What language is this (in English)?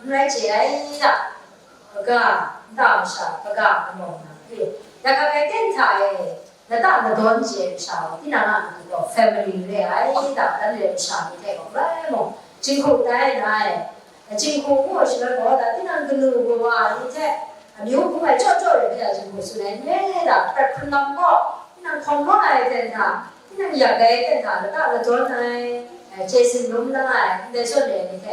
Kachin